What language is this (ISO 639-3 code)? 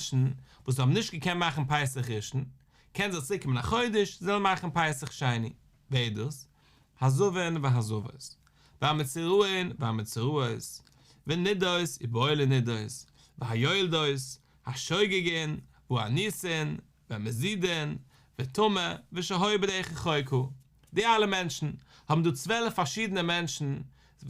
yid